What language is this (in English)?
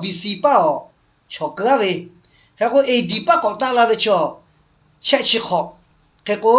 Lahu